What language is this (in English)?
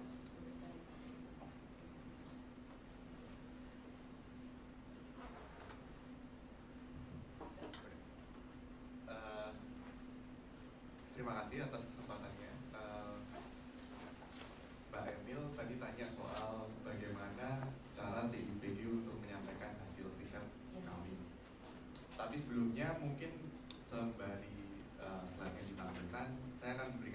Indonesian